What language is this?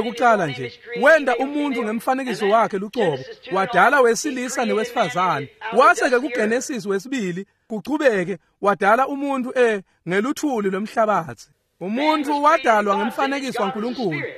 Swati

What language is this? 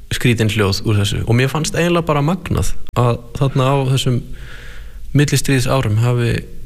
Icelandic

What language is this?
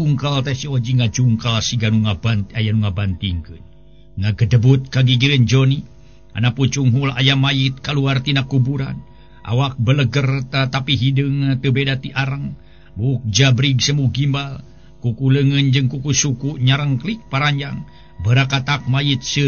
Sundanese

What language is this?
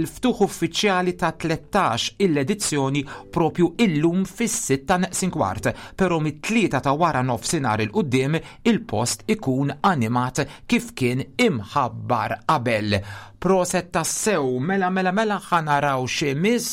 Maltese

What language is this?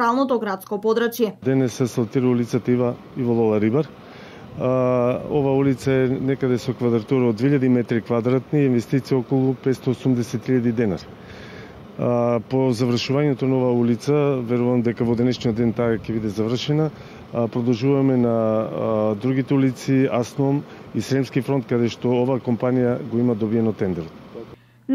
Macedonian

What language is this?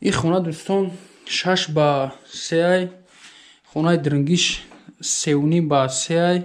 Tajik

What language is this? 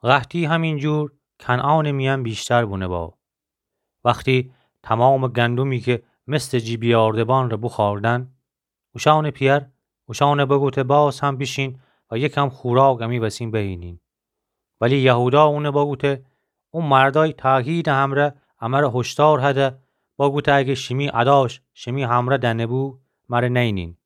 Gilaki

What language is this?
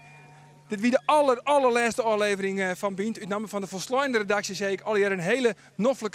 Western Frisian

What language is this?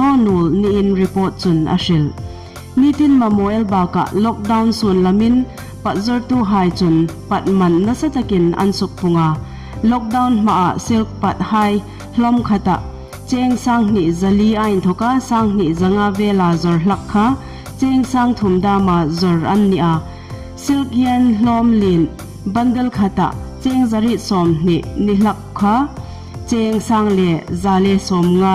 Hmar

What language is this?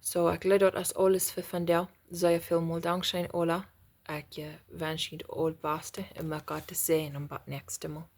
Plautdietsch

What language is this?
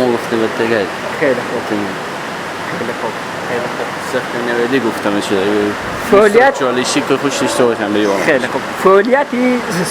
Persian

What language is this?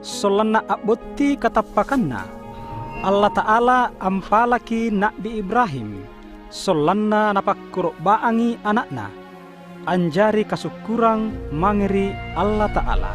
Makasar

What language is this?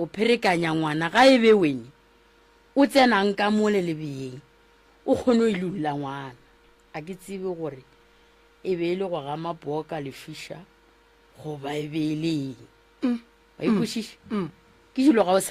Northern Sotho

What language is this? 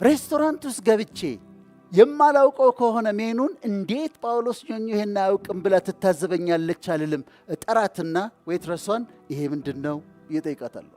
Amharic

